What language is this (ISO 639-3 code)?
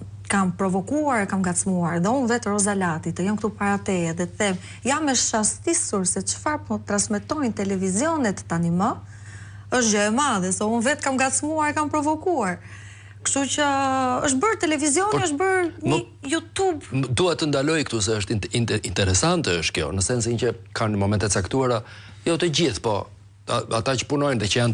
sqi